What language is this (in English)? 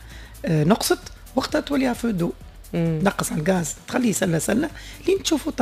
Tunisian Arabic